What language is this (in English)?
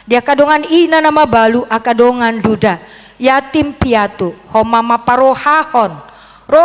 Batak Toba